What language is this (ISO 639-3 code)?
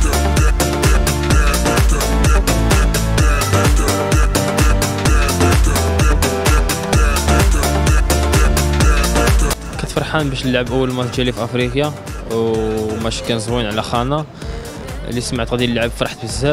ary